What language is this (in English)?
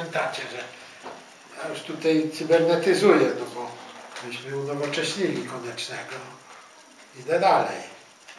Polish